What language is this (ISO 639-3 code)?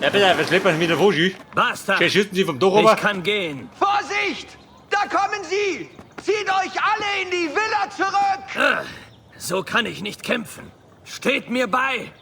bar